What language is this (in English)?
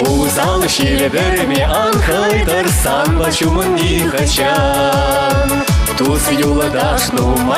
Chuvash